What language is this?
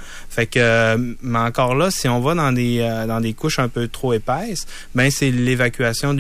French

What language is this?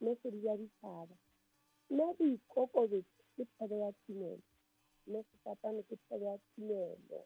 Southern Sotho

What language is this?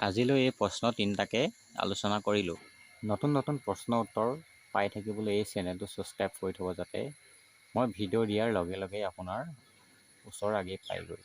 Assamese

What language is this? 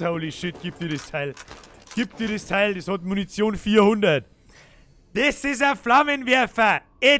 Bavarian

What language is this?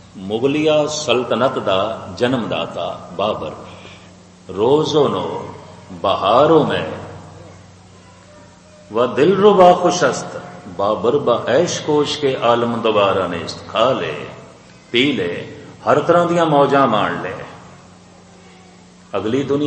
Punjabi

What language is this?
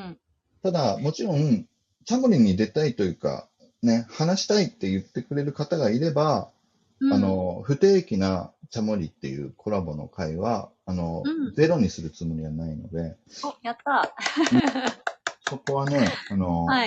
Japanese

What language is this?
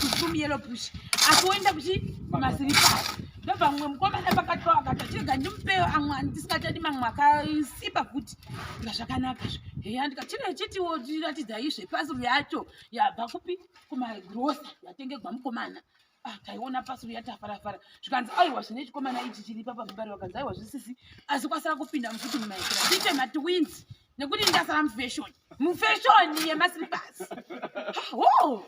Shona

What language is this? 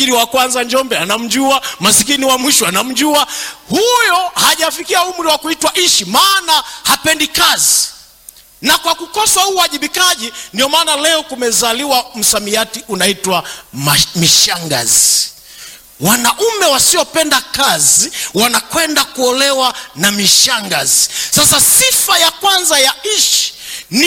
Swahili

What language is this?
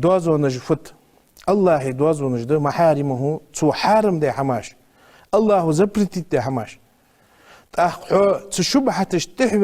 Ingush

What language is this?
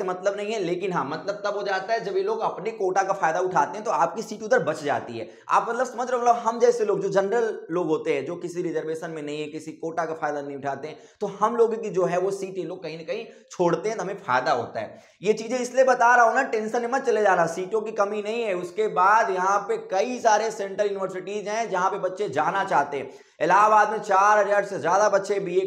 Hindi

